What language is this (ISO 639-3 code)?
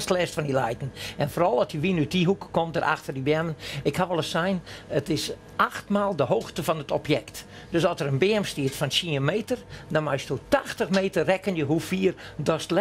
fry